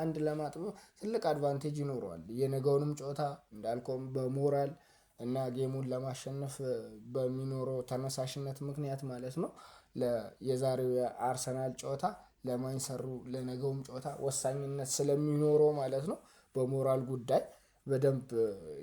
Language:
Amharic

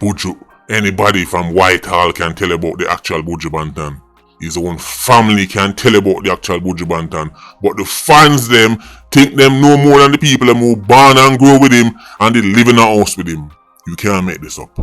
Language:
Jamaican Creole English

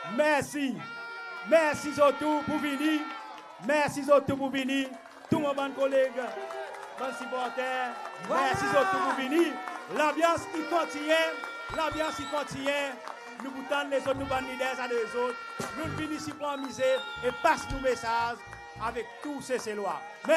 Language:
Seselwa Creole French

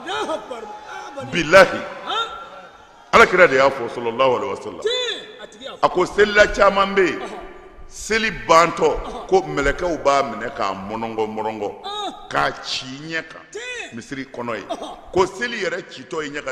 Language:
Bambara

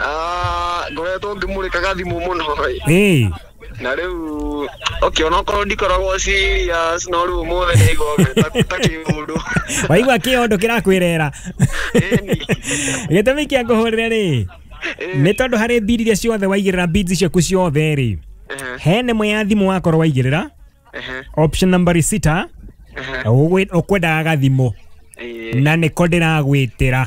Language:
Kikuyu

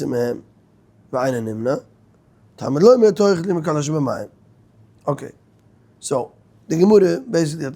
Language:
Yiddish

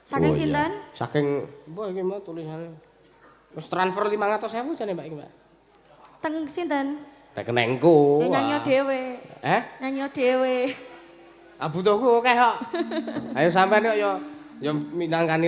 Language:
Javanese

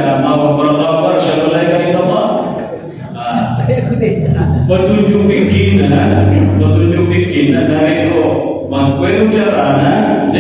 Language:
Indonesian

